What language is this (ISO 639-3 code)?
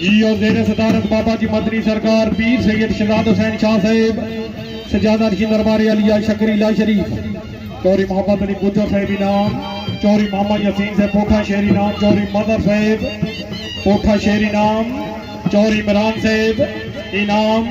phr